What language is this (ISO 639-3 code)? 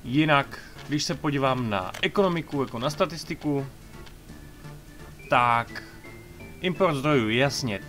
ces